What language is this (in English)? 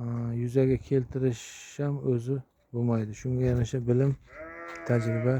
Uzbek